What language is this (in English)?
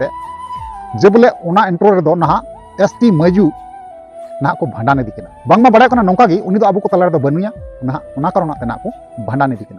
Santali